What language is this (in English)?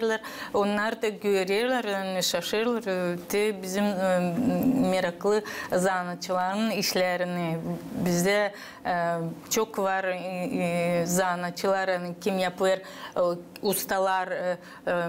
Gagauz